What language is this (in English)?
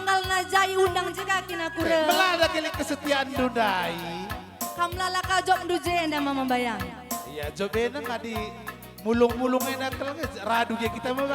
Batak Karo